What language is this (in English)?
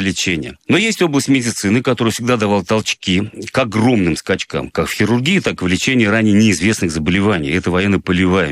Russian